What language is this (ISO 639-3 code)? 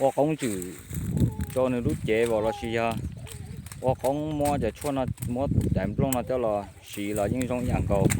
hmn